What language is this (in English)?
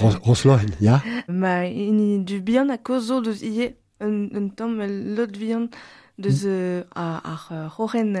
Breton